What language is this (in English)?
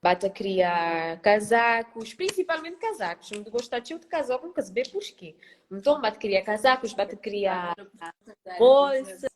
Kabuverdianu